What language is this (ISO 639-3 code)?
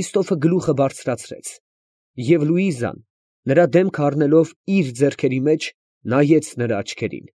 hye